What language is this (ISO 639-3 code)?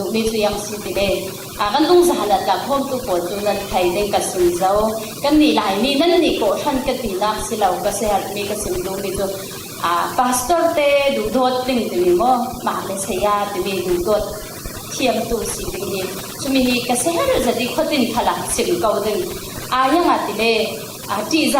cfm